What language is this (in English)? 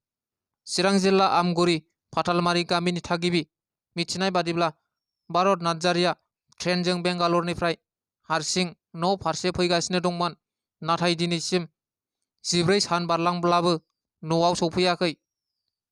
Bodo